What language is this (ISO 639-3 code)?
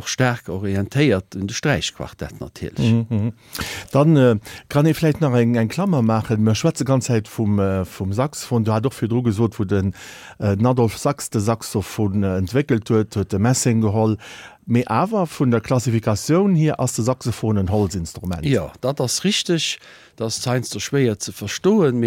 ltz